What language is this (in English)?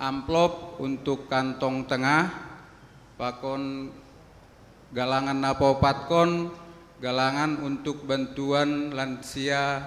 Batak Simalungun